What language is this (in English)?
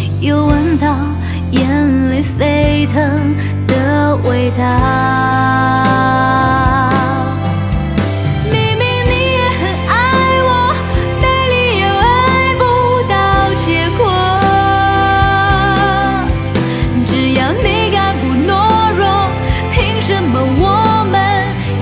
Chinese